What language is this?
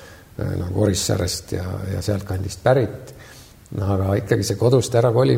Estonian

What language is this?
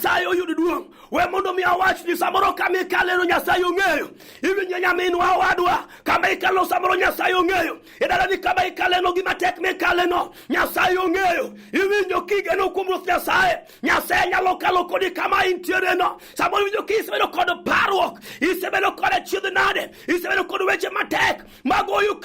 Luo (Kenya and Tanzania)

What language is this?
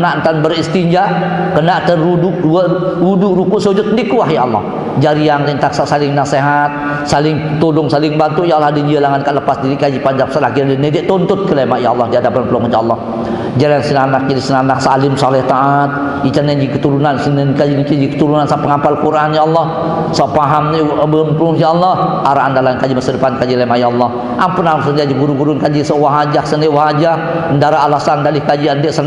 Sasak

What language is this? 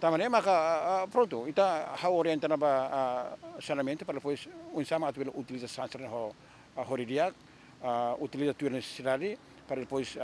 Tetum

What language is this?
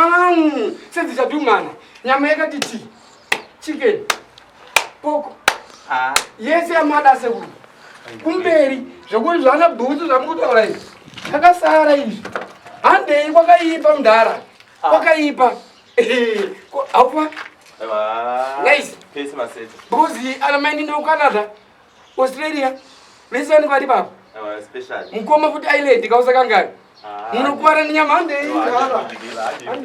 Shona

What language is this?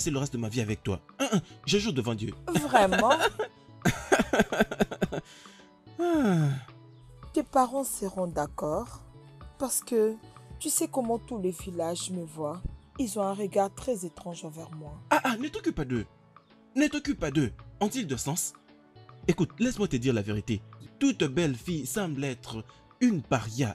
French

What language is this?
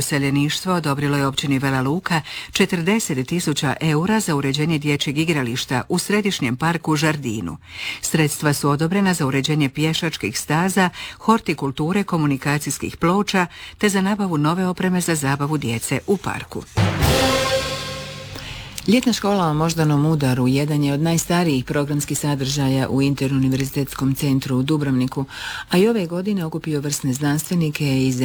Croatian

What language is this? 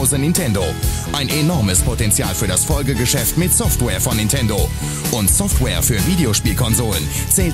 German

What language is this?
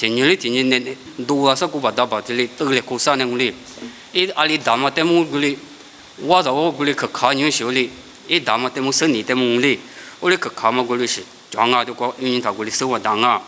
Lisu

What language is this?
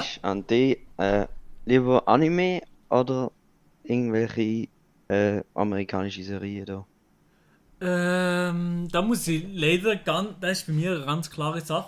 Swiss German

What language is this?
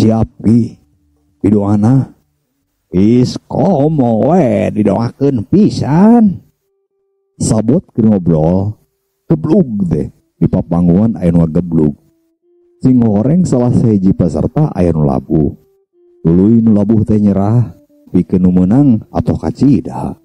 Sundanese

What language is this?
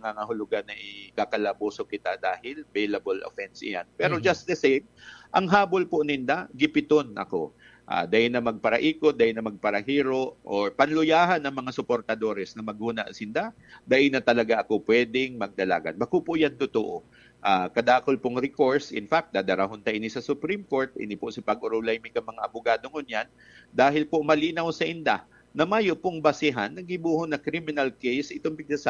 Bikol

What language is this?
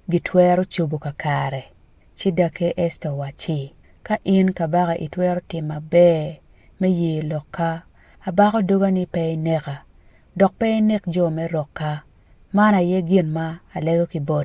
Acoli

